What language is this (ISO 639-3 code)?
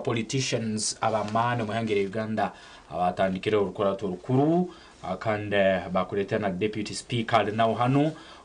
nyn